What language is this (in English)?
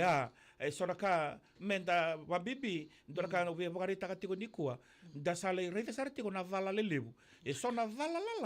Fijian